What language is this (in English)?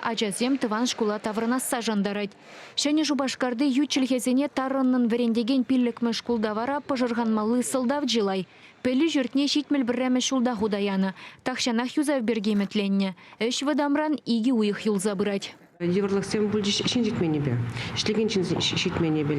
Chuvash